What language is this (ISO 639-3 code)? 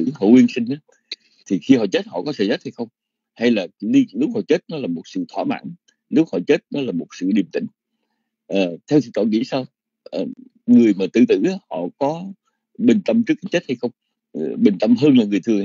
vie